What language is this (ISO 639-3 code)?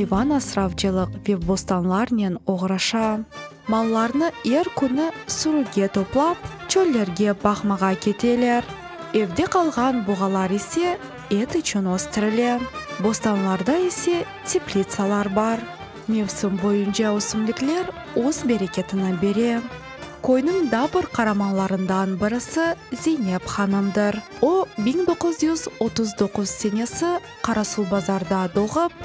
crh